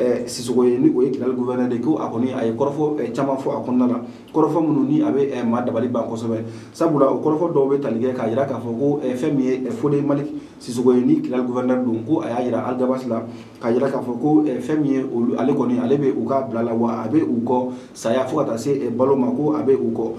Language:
Bambara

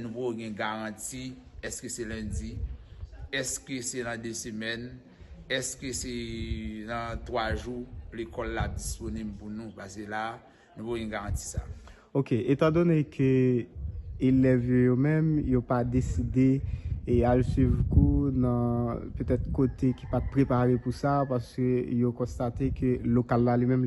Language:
Haitian Creole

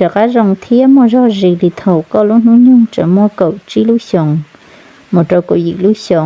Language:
Hmong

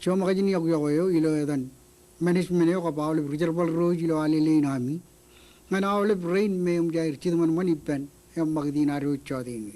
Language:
Marshallese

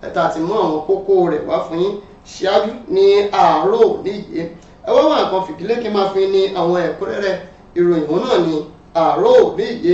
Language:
Yoruba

